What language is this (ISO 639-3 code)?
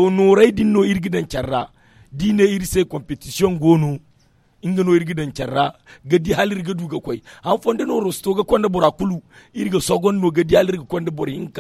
dje